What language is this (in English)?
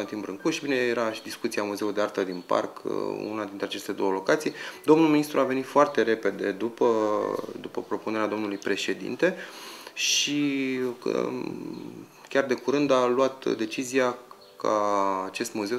Romanian